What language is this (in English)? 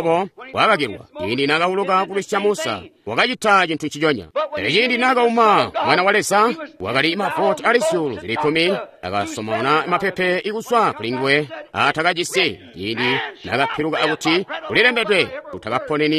Tonga (Zambia)